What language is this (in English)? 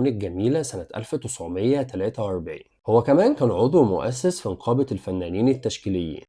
Egyptian Arabic